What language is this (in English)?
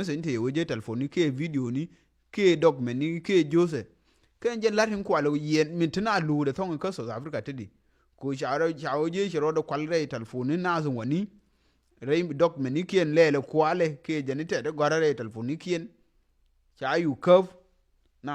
Nuer